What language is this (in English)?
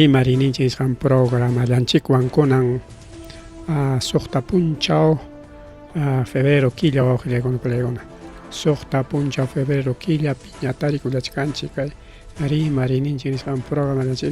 Ayacucho Quechua